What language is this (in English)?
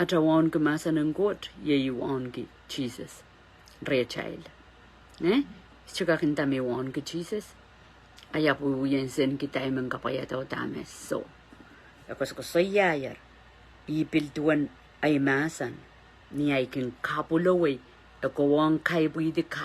Pohnpeian